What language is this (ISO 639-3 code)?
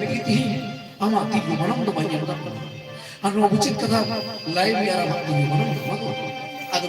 sat